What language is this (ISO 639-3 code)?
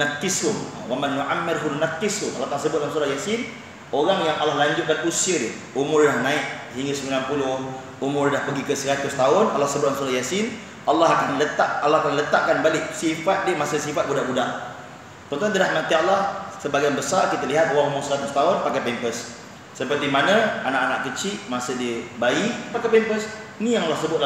msa